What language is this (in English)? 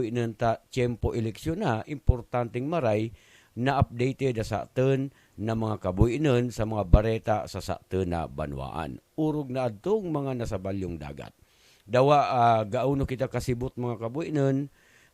Buhi'non Bikol